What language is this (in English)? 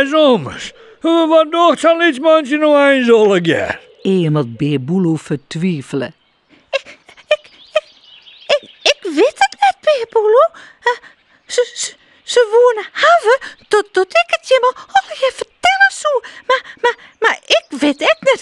Western Frisian